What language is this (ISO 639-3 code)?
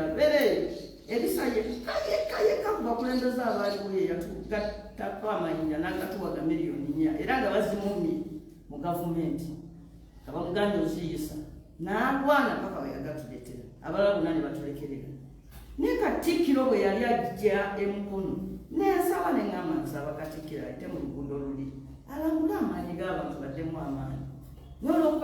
lug